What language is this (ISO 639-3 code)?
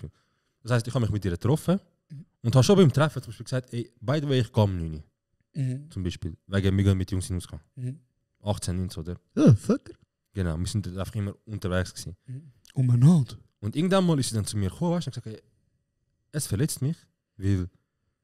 gsw